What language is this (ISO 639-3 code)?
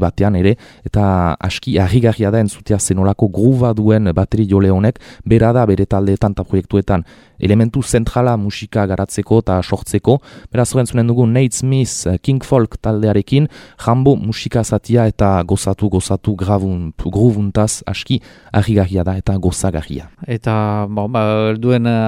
eus